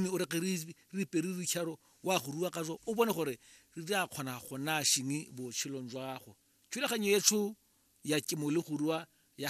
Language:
Tswana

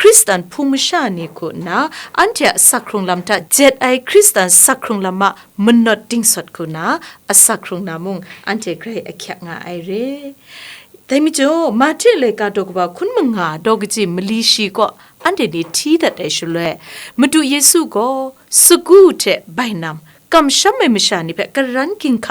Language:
Kachin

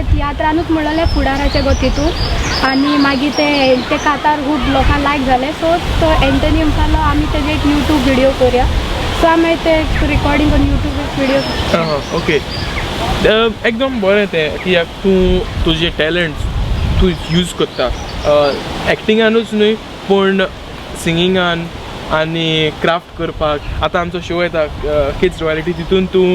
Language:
Konkani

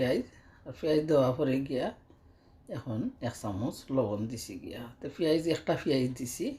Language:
Sylheti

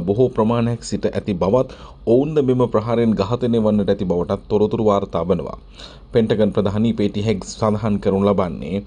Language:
Sinhala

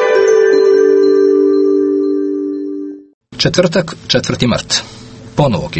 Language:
Serbian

